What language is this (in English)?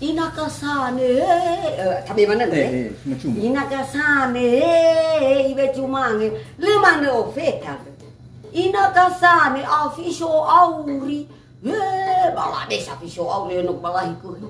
Nias